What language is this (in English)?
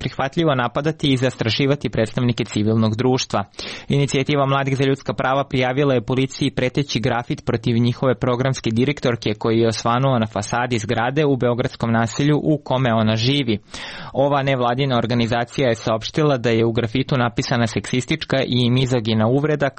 Serbian